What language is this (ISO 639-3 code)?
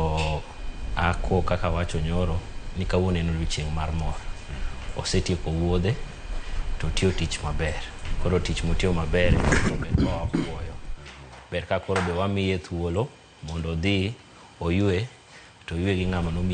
luo